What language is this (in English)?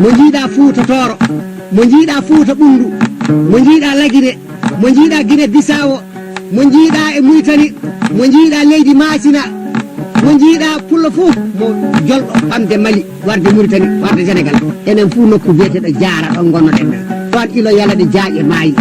Fula